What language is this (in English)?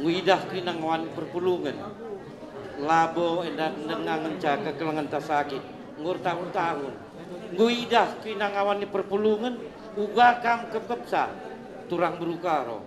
Batak Karo